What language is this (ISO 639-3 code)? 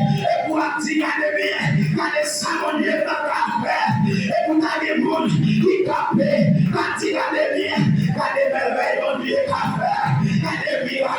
hat